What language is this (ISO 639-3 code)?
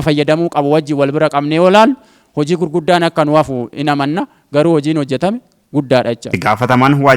orm